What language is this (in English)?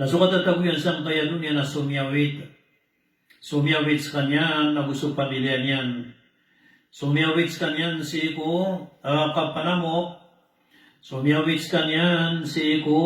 Maranao